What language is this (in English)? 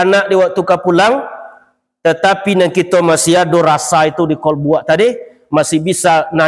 Minangkabau